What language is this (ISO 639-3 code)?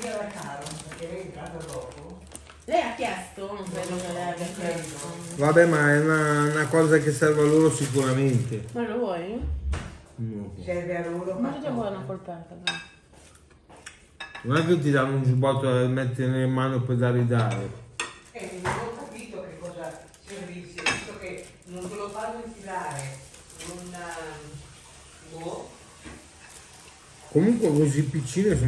ita